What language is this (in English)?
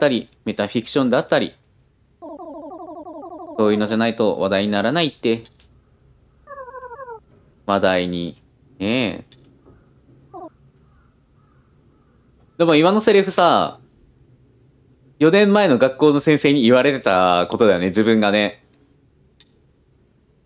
Japanese